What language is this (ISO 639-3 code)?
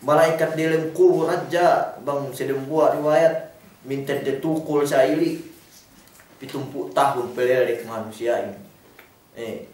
yka